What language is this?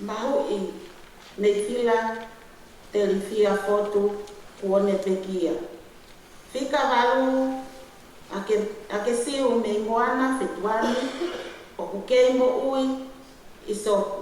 Tongan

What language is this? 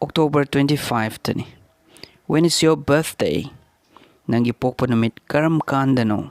Manipuri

